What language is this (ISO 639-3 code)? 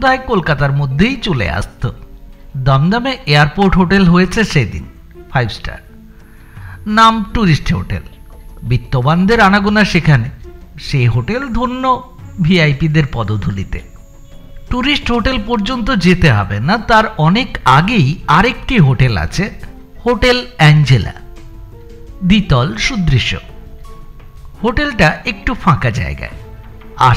ben